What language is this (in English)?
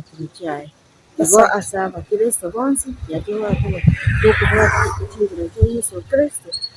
Gusii